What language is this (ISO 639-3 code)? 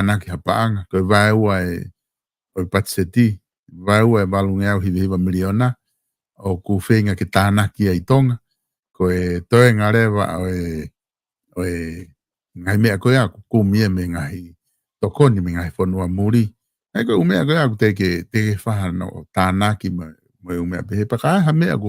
ton